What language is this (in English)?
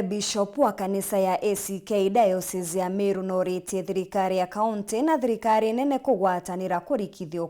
Meru